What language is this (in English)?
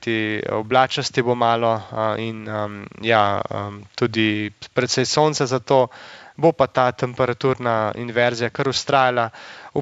Slovenian